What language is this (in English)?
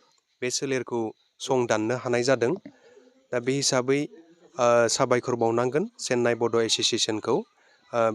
Bodo